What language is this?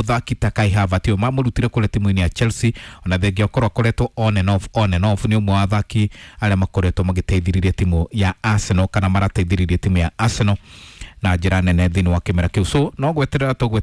Kikuyu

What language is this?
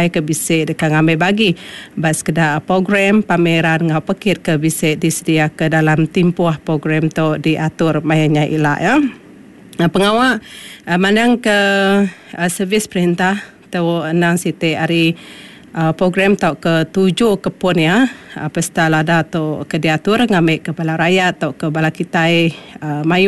Iban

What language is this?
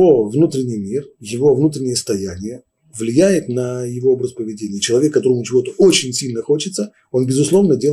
Russian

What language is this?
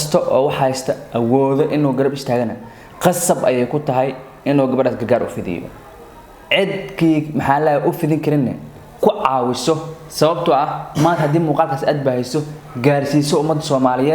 Somali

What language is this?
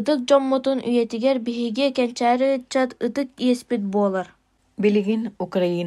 Yakut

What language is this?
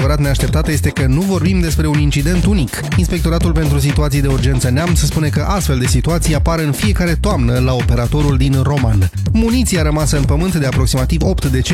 Romanian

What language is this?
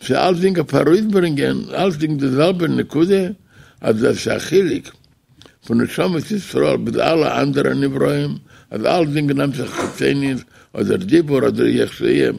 Yiddish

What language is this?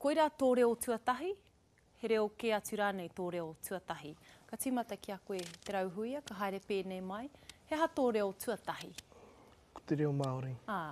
Māori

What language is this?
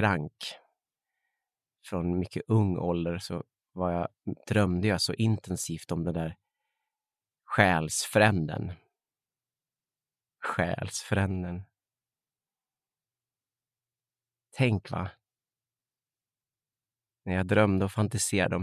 Swedish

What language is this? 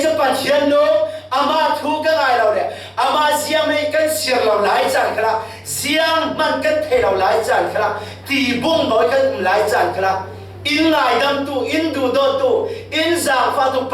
Falam Chin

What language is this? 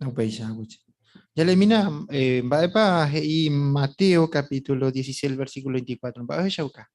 Guarani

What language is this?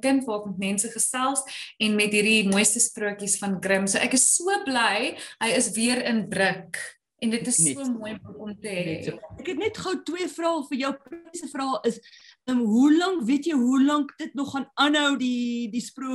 Afrikaans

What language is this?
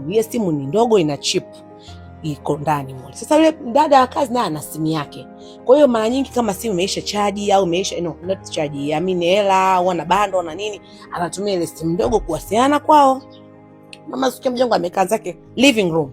Swahili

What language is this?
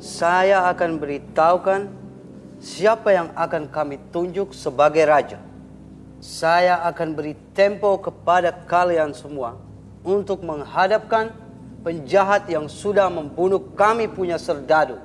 Banjar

